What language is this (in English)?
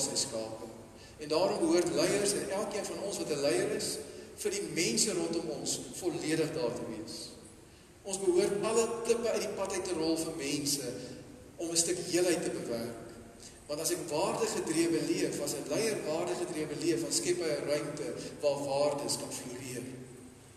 Afrikaans